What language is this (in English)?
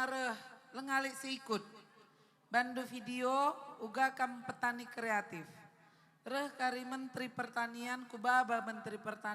Batak Karo